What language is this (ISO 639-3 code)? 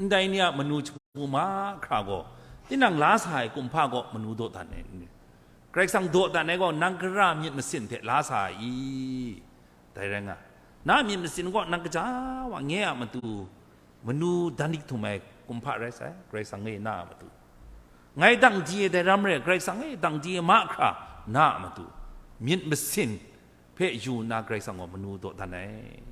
kac